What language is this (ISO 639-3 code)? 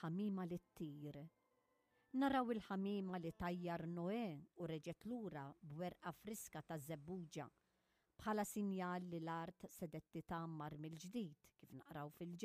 mlt